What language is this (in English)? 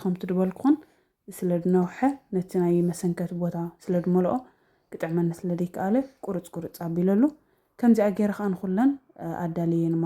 Tigrinya